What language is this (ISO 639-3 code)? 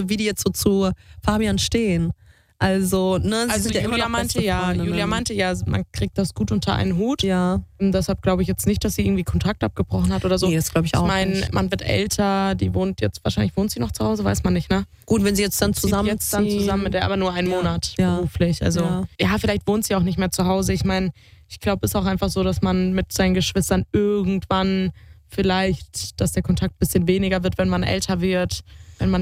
deu